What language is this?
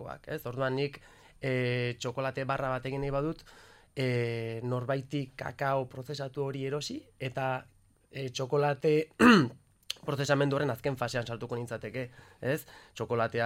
Basque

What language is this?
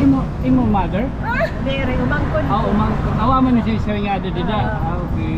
Waray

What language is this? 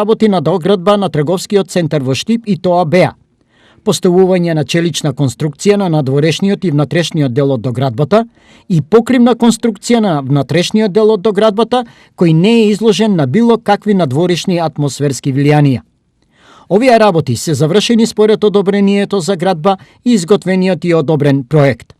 Macedonian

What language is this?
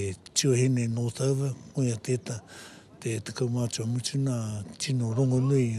Māori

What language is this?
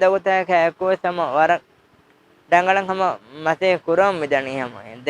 Divehi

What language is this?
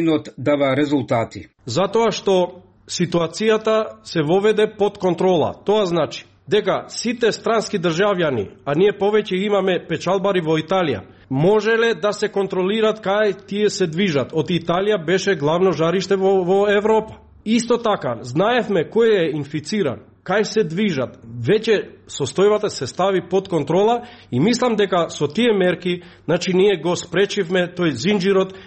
Macedonian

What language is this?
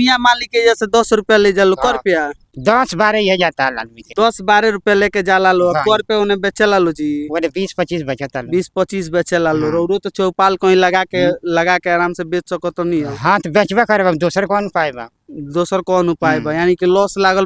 Bhojpuri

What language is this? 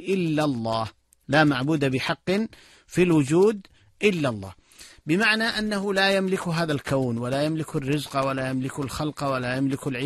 Arabic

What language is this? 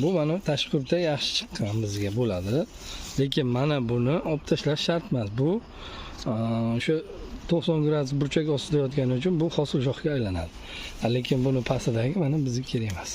Uzbek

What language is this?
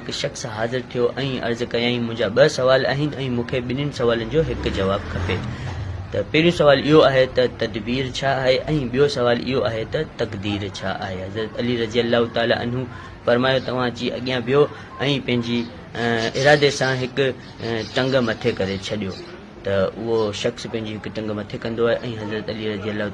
Sindhi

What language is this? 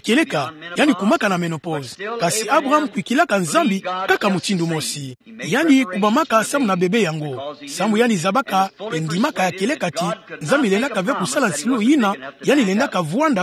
Kituba (Democratic Republic of Congo)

